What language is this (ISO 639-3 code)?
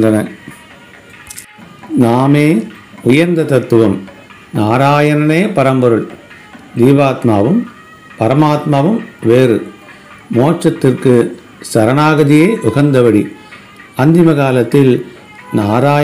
tam